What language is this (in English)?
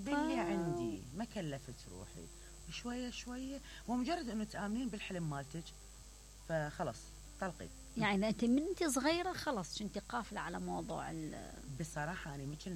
Mesopotamian Arabic